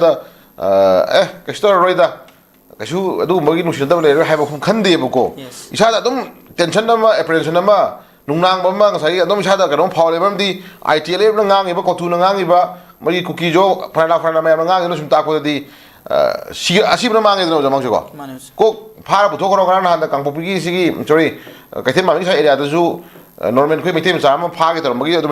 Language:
Manipuri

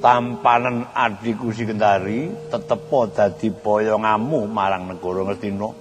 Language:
Javanese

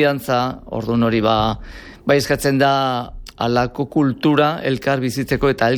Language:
Basque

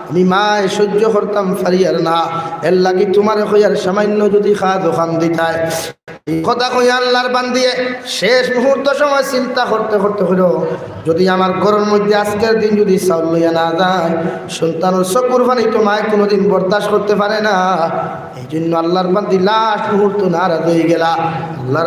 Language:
Sylheti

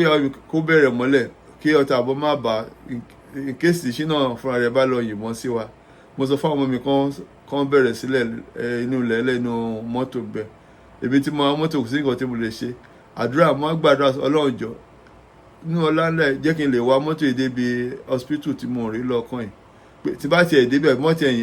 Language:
Yoruba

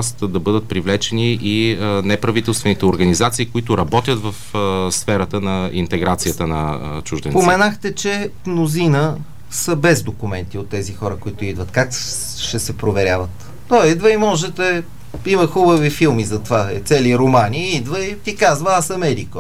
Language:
Bulgarian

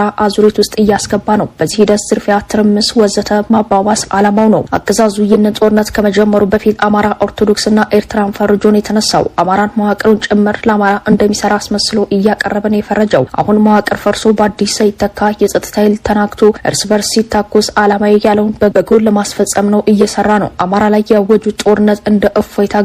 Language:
Amharic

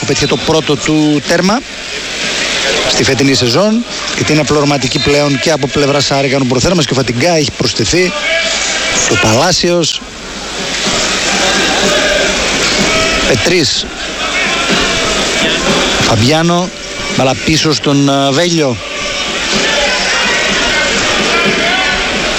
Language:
Greek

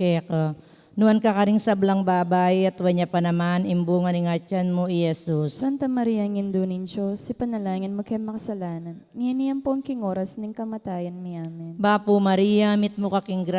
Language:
Pampanga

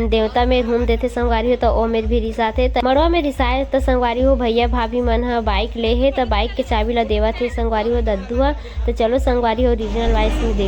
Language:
Chhattisgarhi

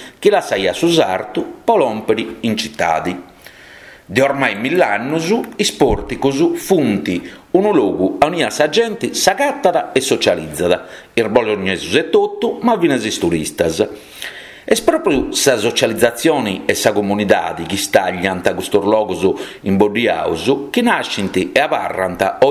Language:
Sardinian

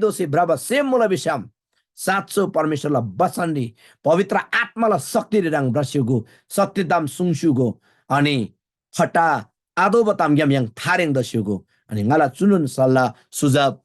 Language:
Eastern Tamang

